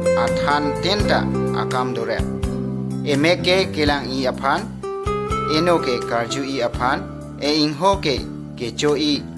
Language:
Karbi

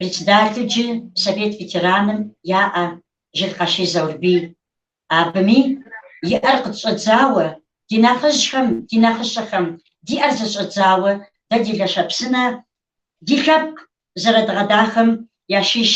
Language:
Kabardian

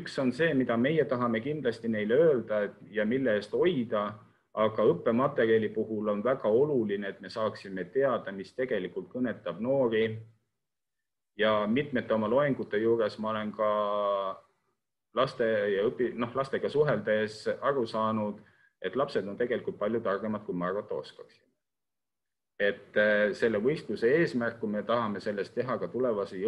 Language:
Estonian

